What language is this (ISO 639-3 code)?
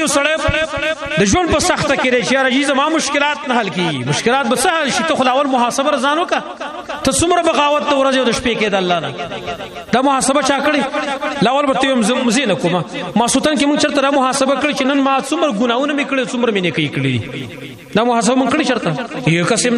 pus